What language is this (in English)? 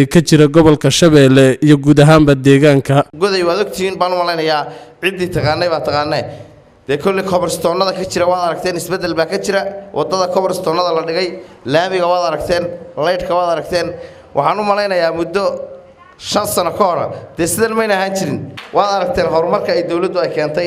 Somali